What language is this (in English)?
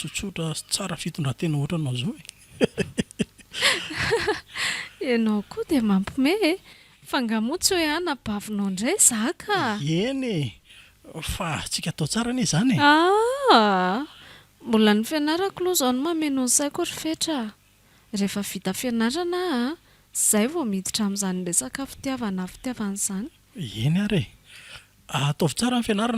Malagasy